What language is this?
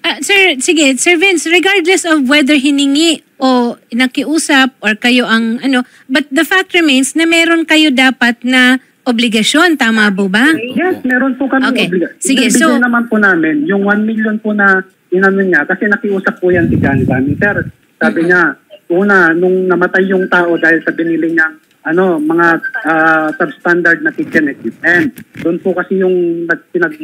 Filipino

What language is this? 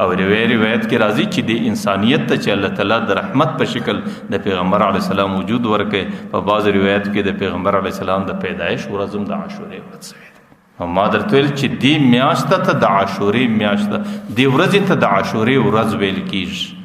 Pashto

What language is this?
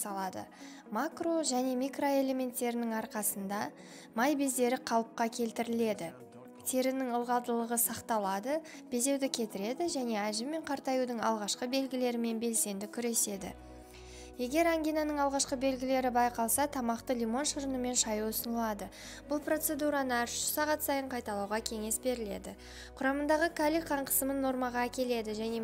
Kazakh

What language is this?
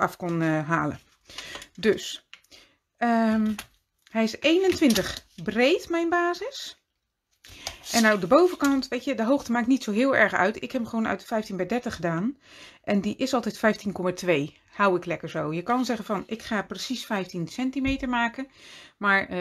Dutch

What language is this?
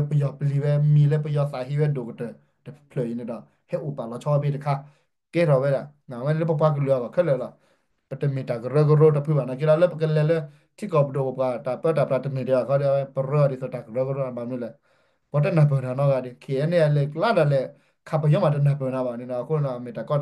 S'gaw Karen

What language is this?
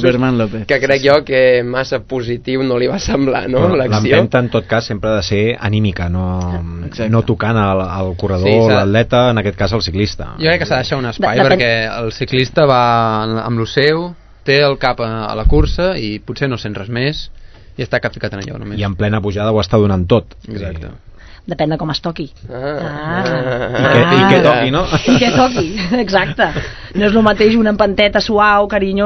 Catalan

